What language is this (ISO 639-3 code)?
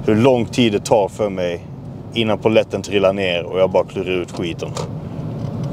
swe